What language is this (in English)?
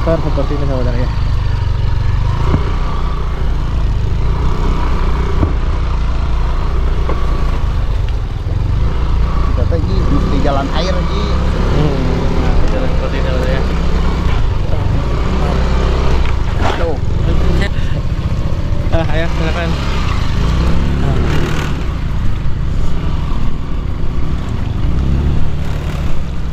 Indonesian